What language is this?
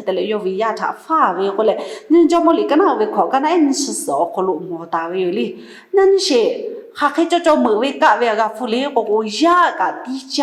Lahu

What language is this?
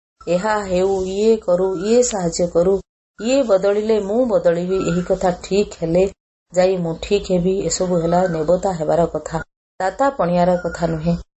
Odia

